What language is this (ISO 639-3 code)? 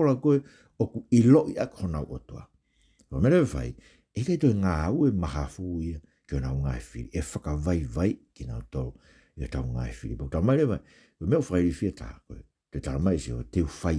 ton